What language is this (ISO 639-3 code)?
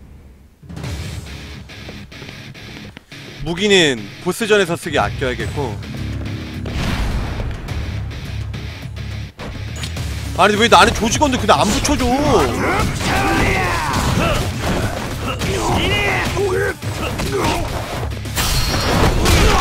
kor